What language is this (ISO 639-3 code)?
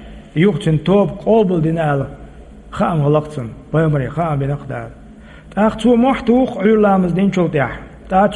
che